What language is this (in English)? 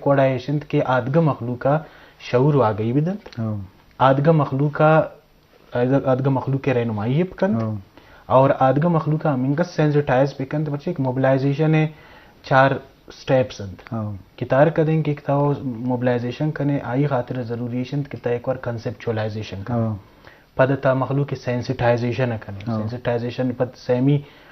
Eastern Balochi